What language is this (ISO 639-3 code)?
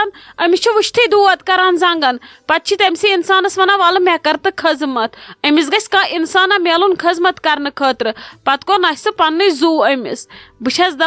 kas